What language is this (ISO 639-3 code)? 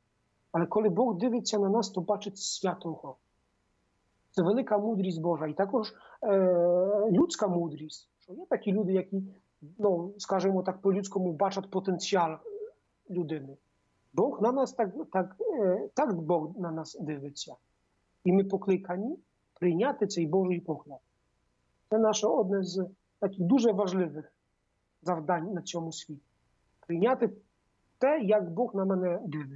ukr